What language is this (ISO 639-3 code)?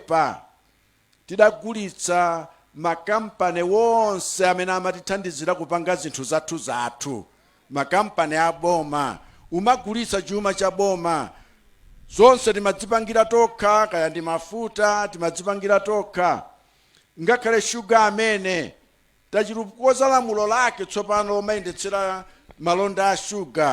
nya